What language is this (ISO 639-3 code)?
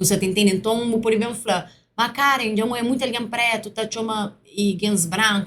kea